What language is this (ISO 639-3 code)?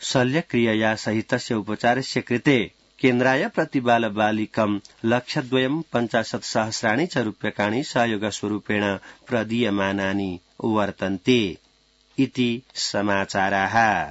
san